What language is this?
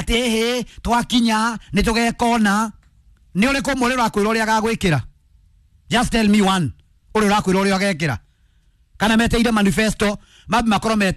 Kikuyu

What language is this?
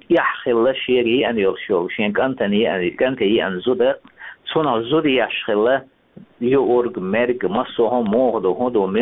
Chechen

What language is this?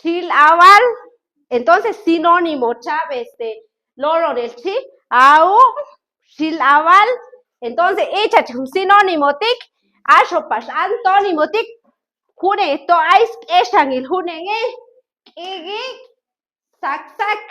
Chuj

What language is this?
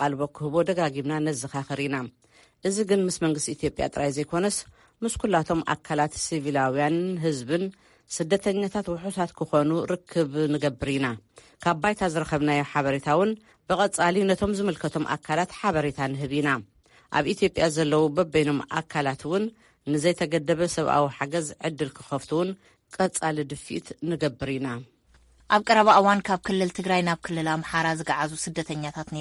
Tigrinya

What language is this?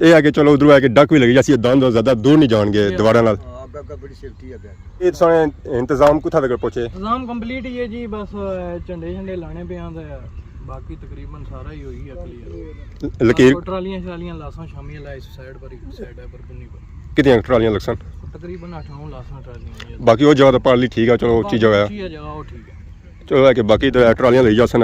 Pahari-Potwari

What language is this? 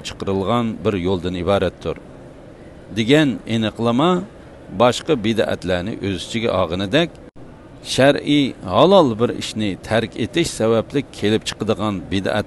Uyghur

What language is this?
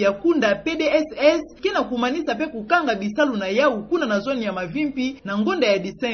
Kituba (Democratic Republic of Congo)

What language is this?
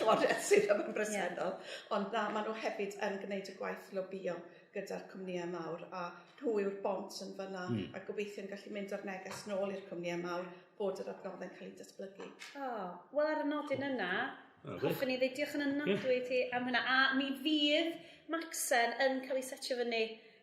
Welsh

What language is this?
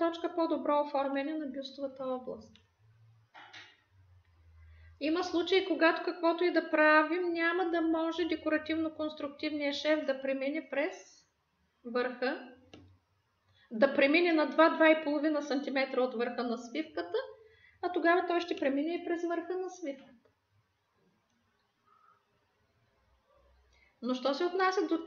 Bulgarian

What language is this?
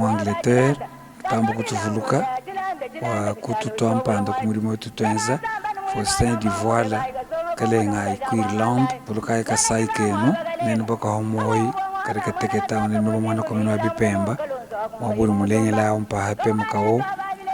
Luba-Lulua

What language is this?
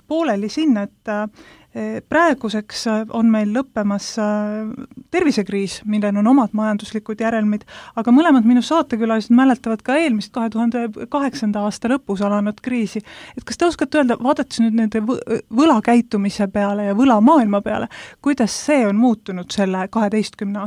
Estonian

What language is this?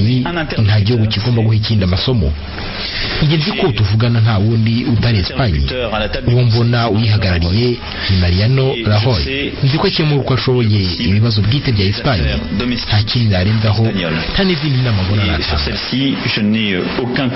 Kinyarwanda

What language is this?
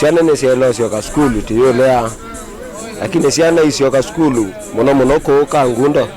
Kamba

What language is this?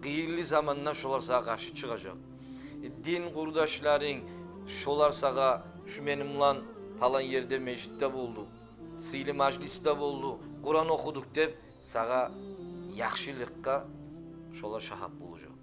Kumyk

